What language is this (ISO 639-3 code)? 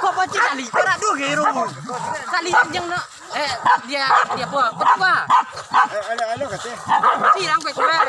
min